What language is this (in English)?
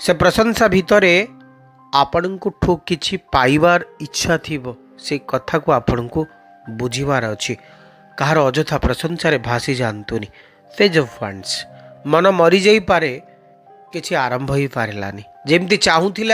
Odia